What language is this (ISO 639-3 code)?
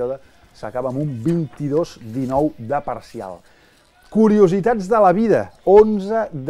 cat